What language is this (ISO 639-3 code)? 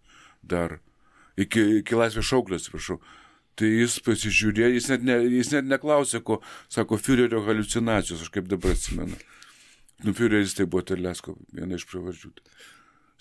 lit